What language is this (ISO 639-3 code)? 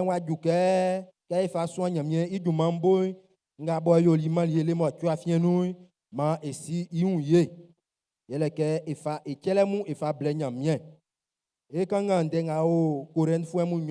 bci